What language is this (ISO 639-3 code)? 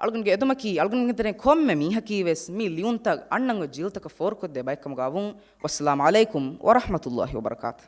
div